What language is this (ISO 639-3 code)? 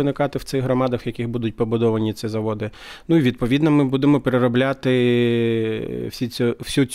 ukr